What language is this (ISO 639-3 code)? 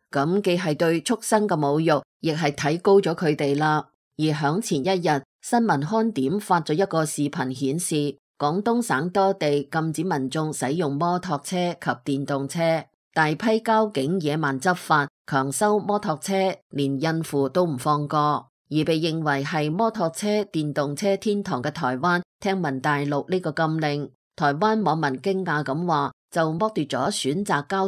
yue